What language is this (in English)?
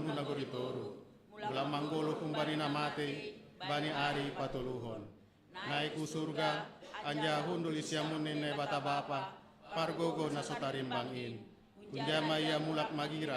Batak Simalungun